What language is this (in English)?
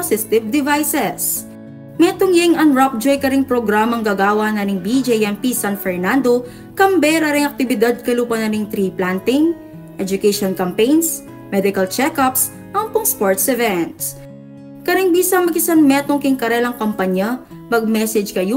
Pampanga